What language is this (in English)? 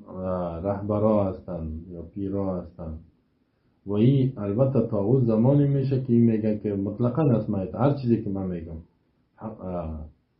Persian